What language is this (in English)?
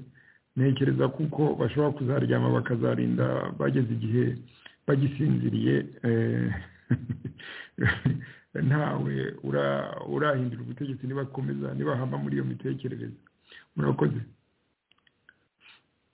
Kinyarwanda